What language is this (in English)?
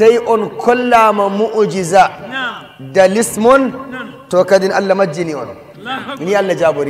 Nigerian Fulfulde